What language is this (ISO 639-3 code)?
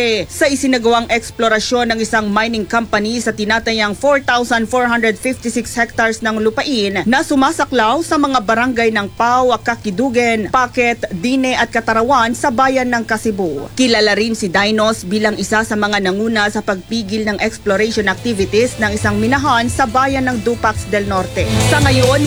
fil